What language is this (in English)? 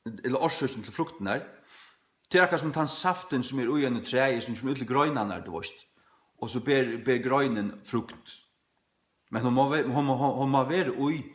Faroese